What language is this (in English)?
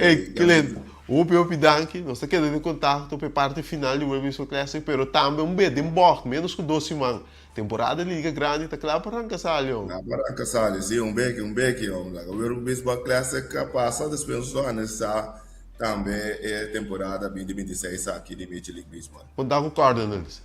Papiamento